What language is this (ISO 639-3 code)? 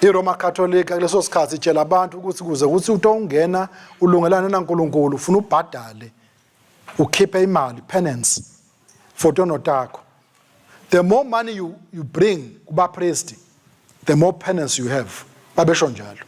ssw